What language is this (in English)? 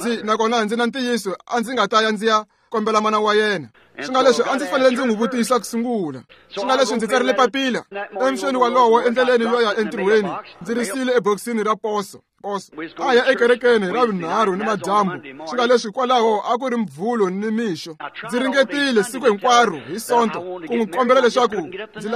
Tsonga